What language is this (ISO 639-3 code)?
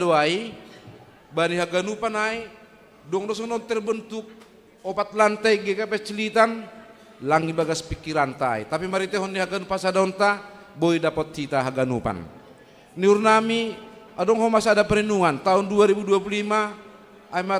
bts